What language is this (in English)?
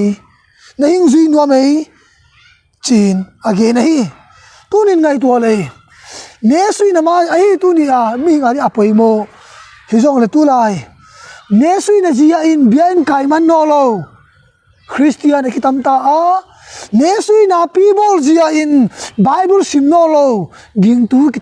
Tedim Chin